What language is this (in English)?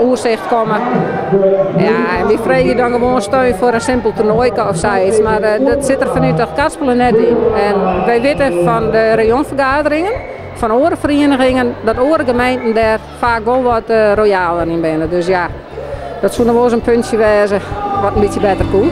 Western Frisian